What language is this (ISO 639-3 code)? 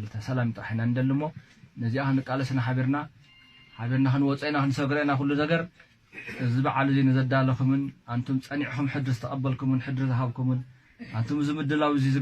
tir